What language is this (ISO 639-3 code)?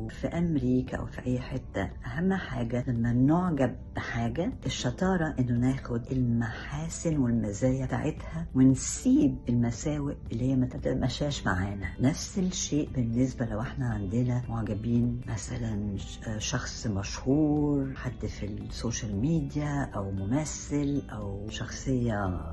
arz